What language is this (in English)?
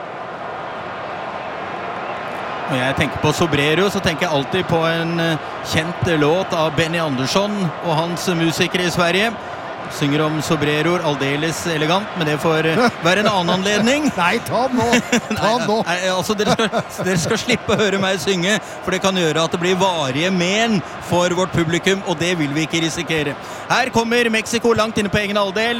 Norwegian